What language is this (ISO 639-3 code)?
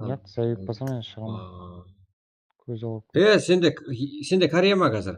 kaa